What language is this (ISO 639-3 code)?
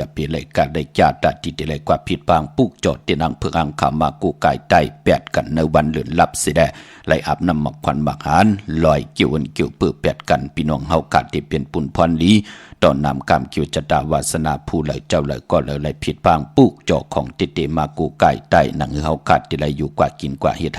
shn